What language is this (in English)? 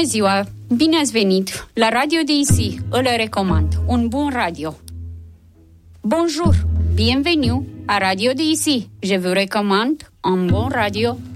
Romanian